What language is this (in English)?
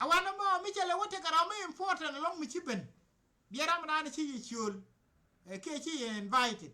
Nuer